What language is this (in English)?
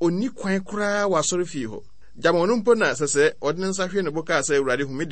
Akan